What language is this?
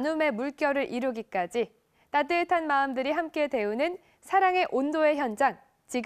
Korean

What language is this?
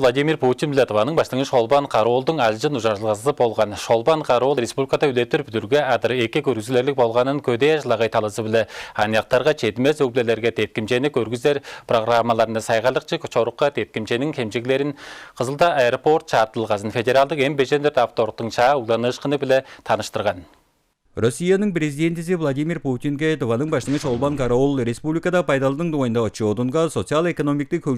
Tuvinian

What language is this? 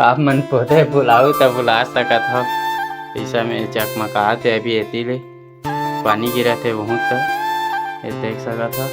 Chhattisgarhi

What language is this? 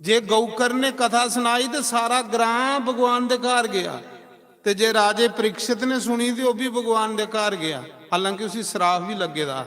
Dogri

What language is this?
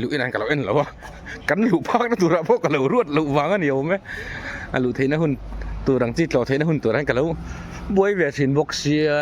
Mizo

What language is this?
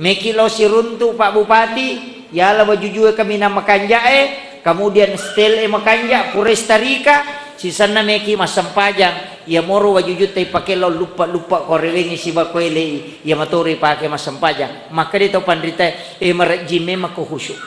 Buginese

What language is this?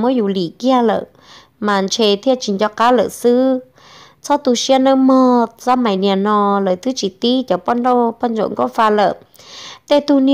Vietnamese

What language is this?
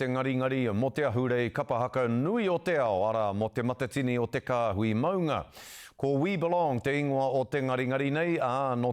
Māori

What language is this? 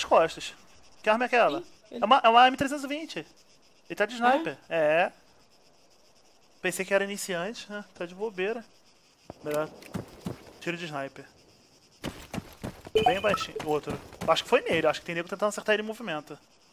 Portuguese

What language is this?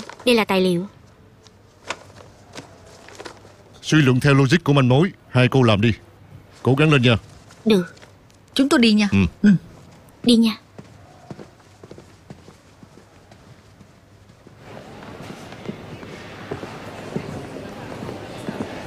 Vietnamese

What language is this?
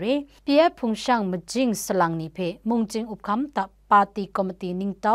Kachin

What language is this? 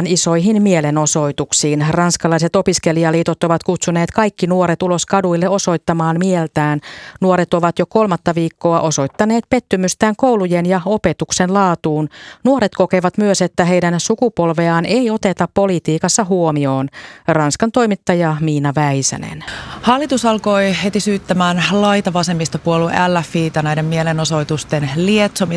Finnish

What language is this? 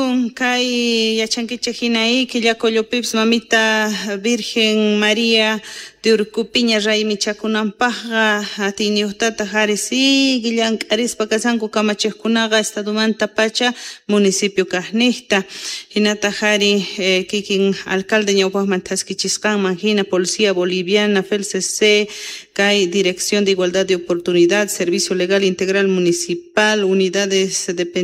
South Bolivian Quechua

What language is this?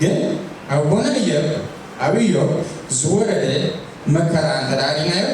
Tigrinya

